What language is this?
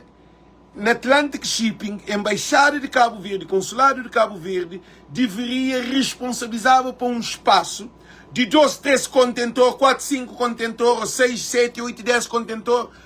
Kabuverdianu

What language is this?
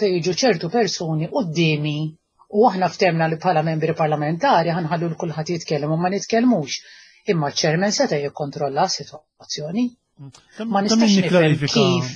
Maltese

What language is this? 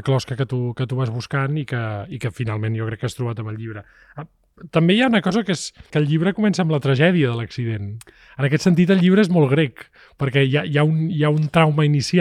Catalan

